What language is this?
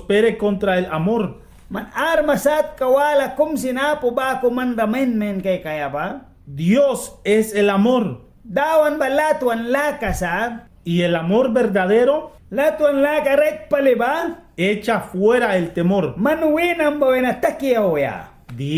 Mískito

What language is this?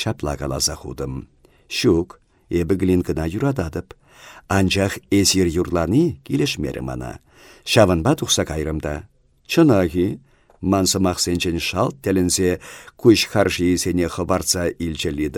Chuvash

